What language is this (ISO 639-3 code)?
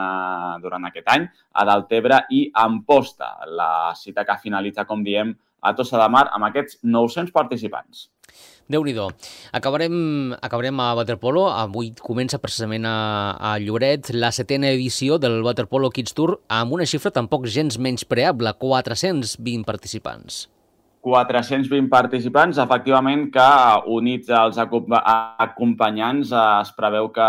cat